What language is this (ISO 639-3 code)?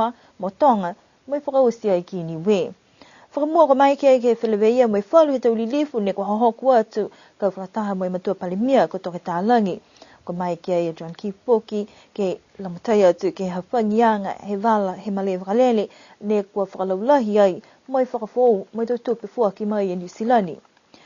niu